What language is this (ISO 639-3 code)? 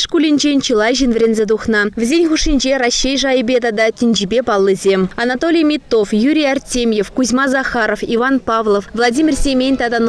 chv